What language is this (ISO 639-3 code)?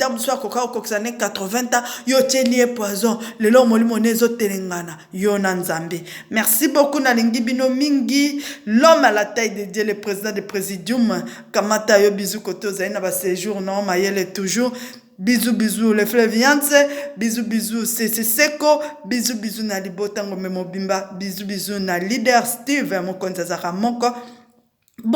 lin